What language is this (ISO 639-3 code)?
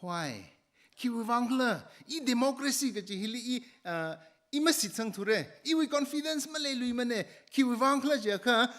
nmf